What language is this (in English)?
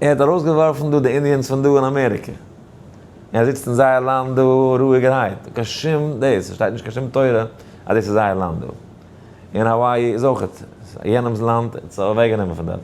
Yiddish